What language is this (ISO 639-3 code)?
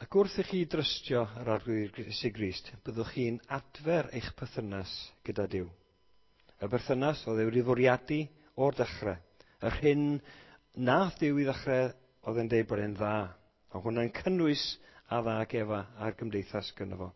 cym